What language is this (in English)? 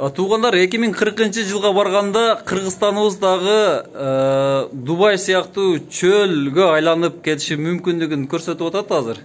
Kyrgyz